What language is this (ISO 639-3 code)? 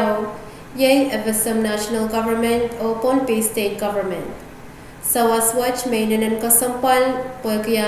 pon